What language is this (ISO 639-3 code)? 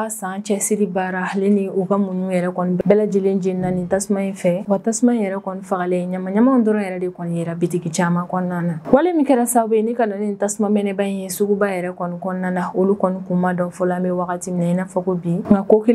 bam